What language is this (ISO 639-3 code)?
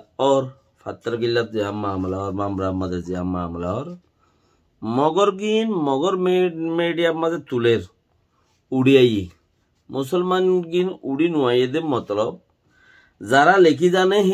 rhg